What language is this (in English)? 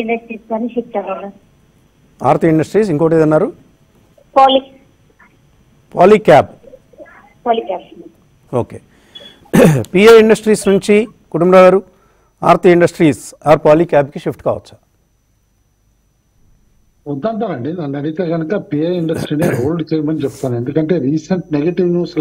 Telugu